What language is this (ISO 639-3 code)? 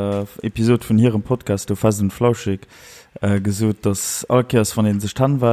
ltz